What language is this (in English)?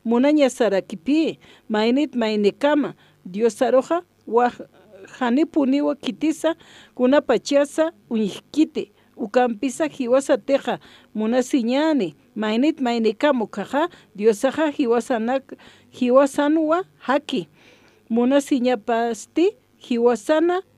Aymara